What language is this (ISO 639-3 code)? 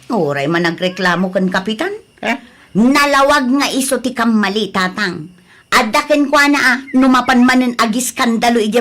ilo